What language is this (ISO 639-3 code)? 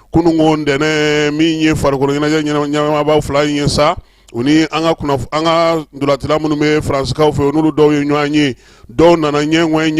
bam